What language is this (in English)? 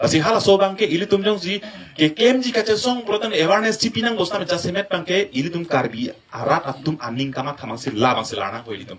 Karbi